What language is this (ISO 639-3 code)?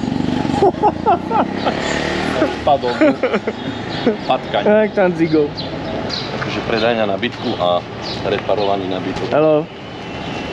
slk